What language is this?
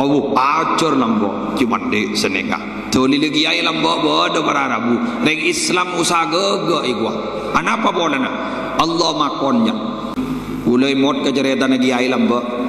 Madurese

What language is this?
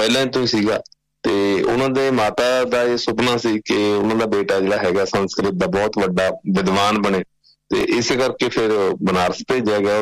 Punjabi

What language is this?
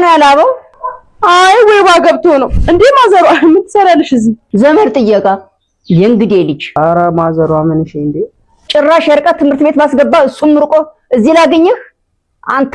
Amharic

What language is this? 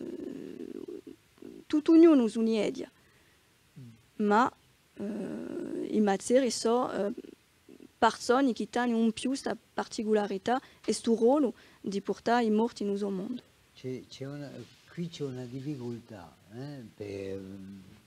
Corsican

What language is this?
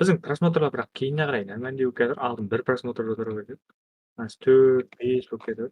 Kara-Kalpak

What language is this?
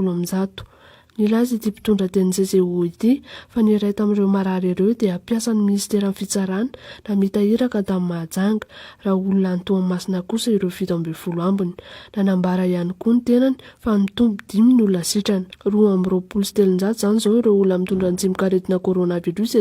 Malagasy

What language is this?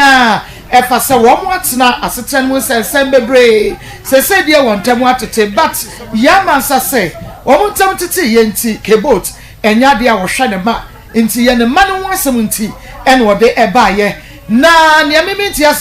Akan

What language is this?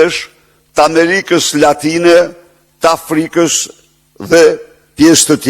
Albanian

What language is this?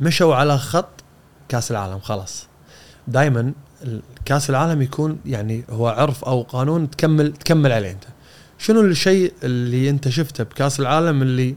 Gulf Arabic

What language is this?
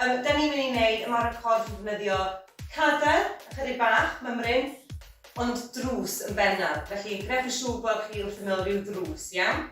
Welsh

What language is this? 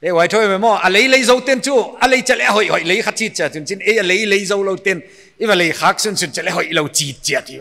Paite Chin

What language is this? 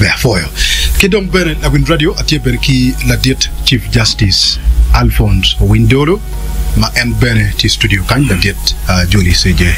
Acoli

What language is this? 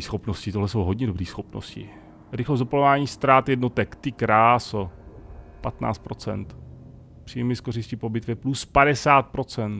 Czech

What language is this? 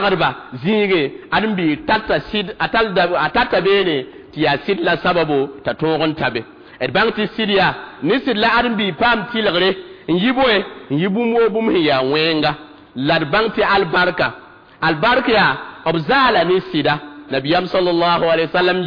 Mossi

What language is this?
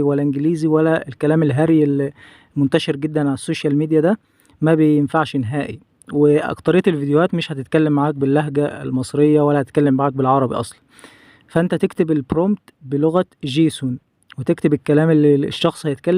Egyptian Arabic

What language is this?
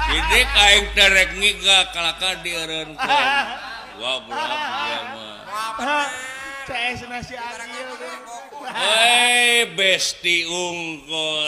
Sundanese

